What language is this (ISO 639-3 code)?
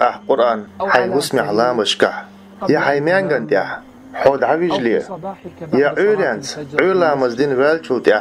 che